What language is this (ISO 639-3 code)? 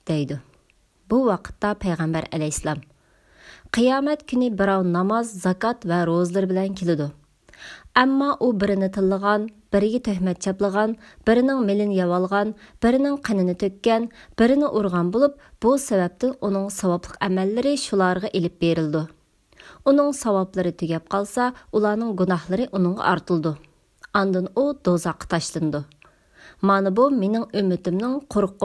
uig